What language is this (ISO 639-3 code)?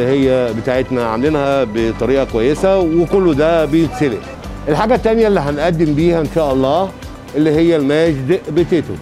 arz